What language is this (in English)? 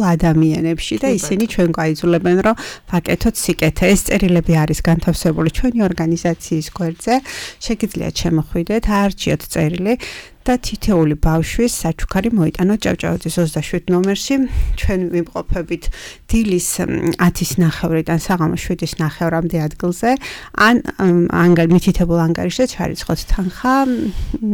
Georgian